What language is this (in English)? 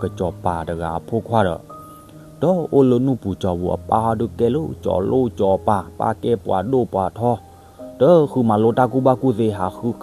S'gaw Karen